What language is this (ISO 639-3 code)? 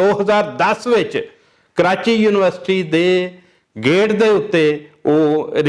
lah